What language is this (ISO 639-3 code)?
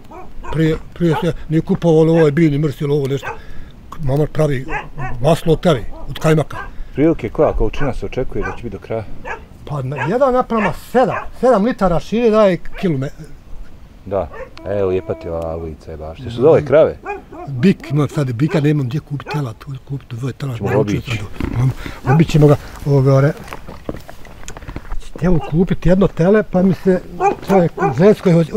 bos